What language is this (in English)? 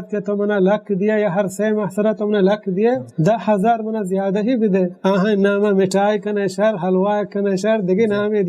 Baluchi